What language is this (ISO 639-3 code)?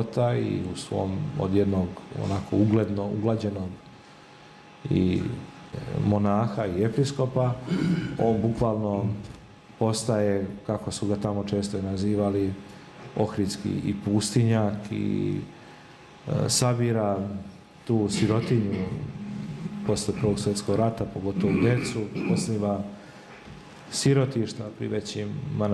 srp